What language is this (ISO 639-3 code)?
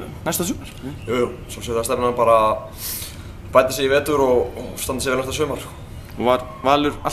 isl